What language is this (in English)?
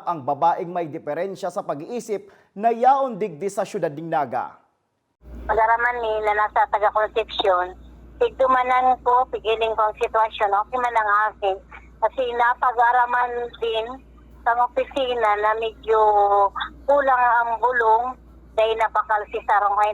Bikol